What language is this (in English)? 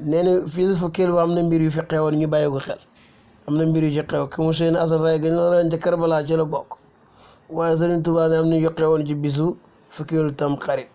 Wolof